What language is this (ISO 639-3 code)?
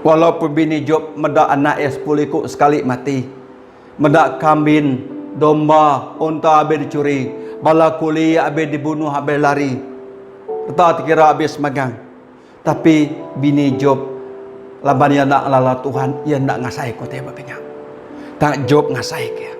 iba